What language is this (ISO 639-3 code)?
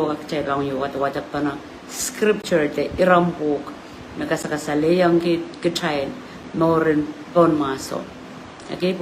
pon